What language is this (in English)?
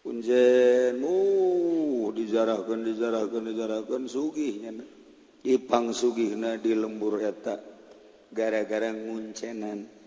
Sundanese